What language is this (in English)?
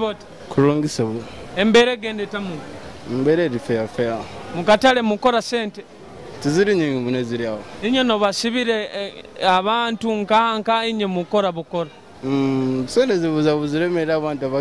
Nyoro